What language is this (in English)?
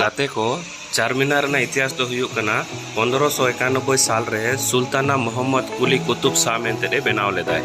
Santali